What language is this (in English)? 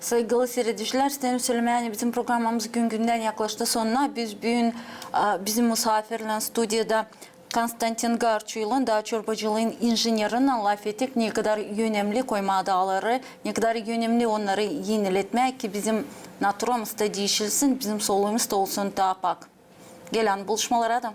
Gagauz